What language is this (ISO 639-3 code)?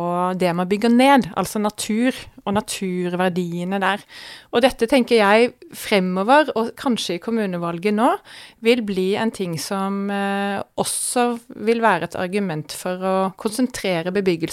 nor